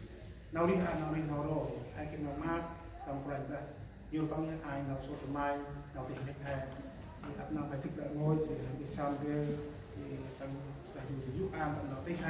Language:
Central Mnong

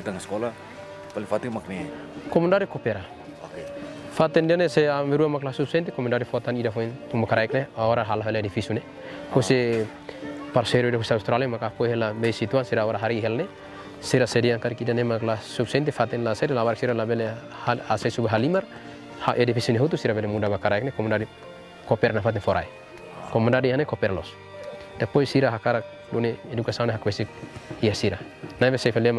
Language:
Tetum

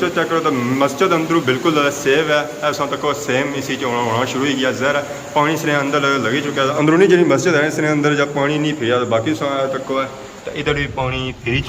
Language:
Pahari-Potwari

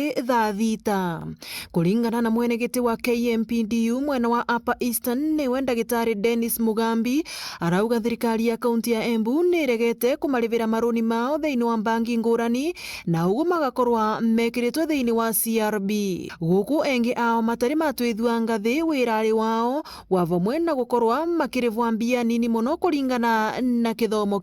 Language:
Meru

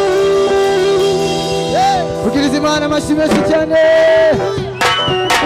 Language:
Kinyarwanda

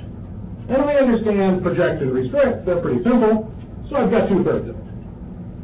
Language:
English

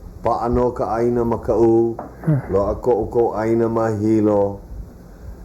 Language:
Hawaiian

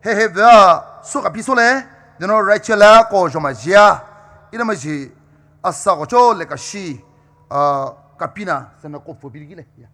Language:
Poumei Naga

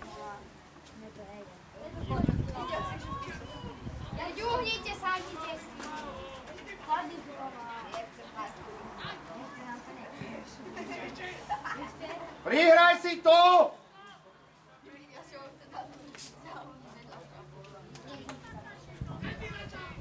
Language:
Slovak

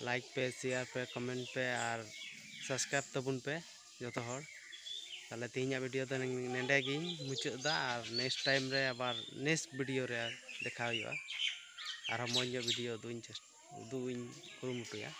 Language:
Santali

